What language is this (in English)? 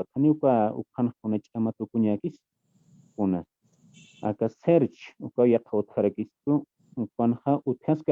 Aymara